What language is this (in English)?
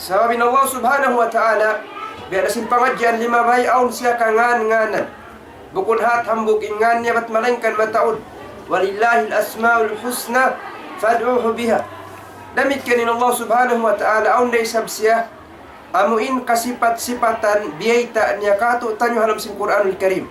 Tausug